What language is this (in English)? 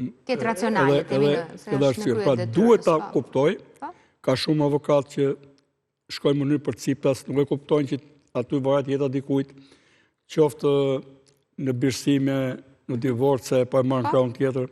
Albanian